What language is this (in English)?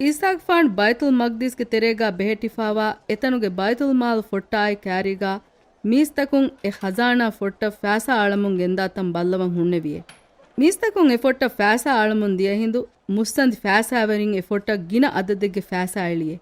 Divehi